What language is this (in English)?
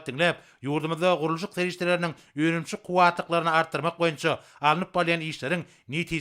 Turkmen